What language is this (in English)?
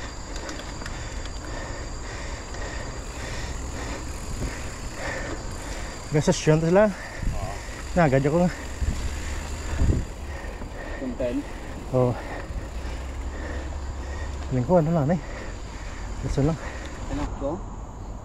Filipino